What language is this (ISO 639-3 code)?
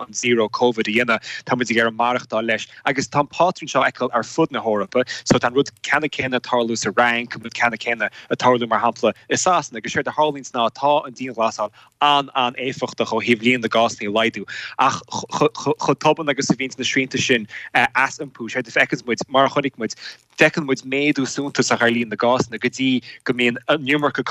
gle